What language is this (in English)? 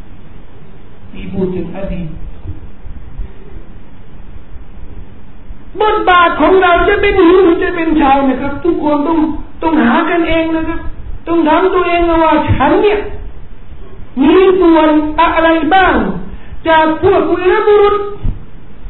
Thai